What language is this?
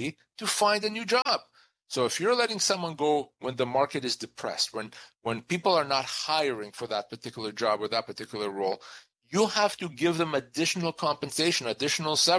English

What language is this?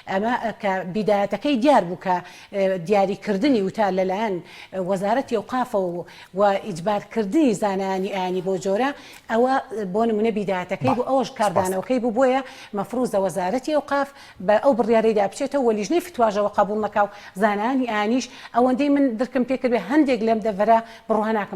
Central Kurdish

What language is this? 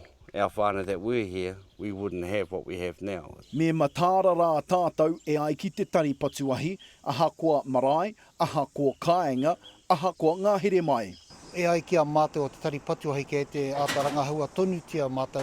Māori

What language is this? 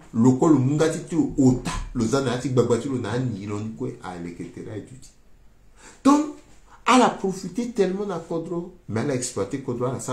Sango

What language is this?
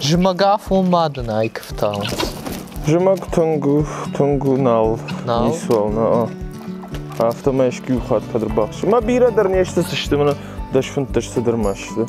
Ossetic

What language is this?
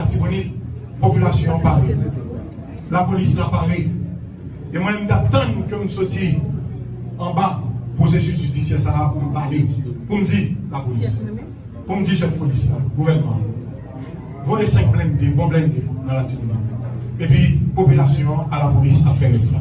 Haitian Creole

